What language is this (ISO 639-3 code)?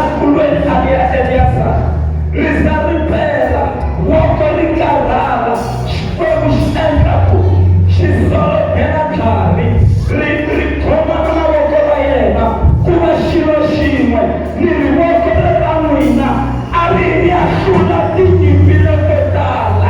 tso